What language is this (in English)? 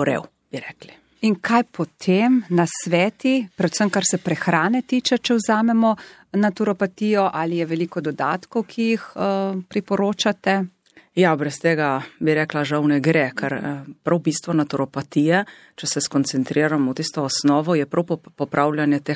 Slovenian